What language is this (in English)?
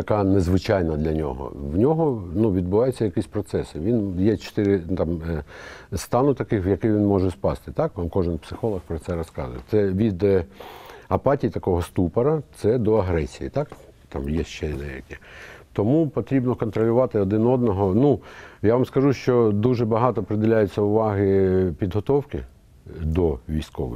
Ukrainian